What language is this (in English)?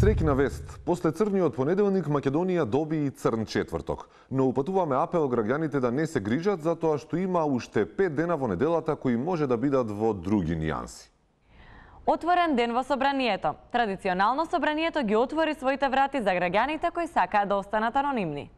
Macedonian